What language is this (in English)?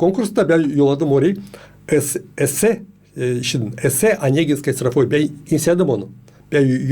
Gagauz